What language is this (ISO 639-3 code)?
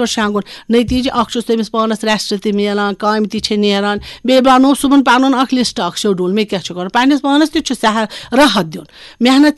kas